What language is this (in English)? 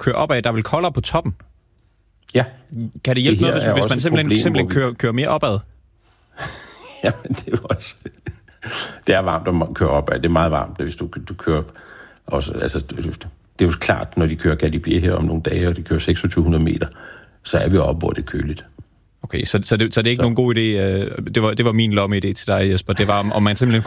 Danish